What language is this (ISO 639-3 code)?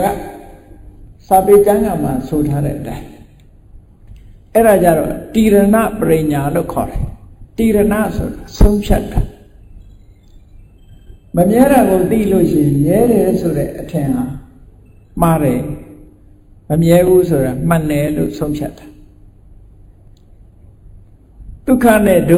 mya